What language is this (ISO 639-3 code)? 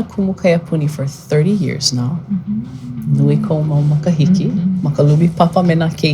haw